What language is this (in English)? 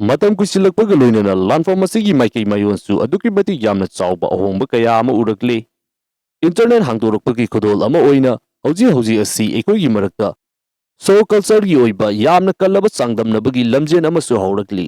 Manipuri